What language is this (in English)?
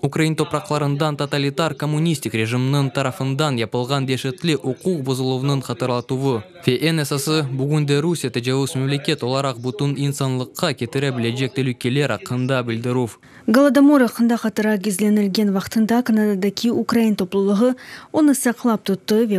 Crimean Tatar